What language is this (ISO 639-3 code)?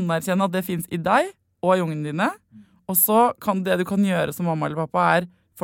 nor